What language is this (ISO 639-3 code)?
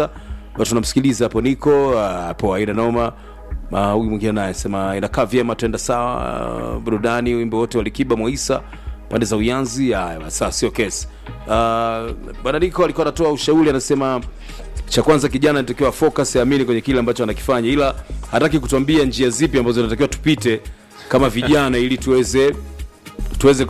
swa